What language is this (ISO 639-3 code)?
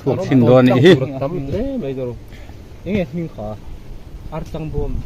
lus